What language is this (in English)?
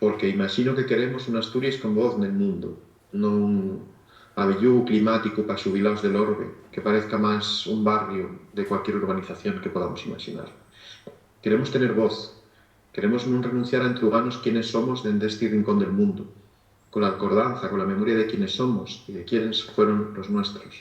Asturian